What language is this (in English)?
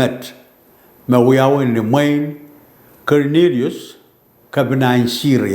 Pohnpeian